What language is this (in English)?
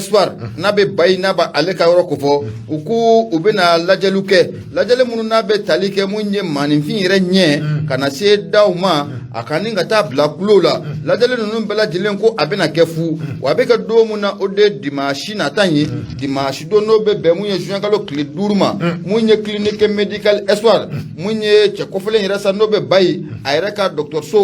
Bambara